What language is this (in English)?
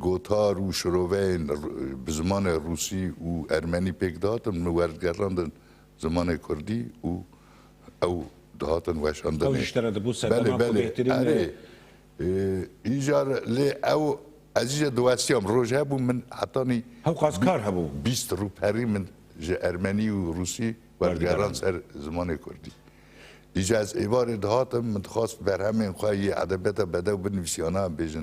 Kurdish